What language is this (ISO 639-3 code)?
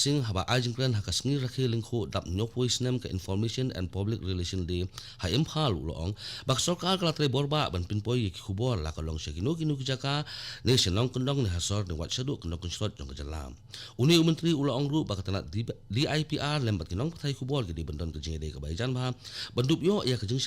kha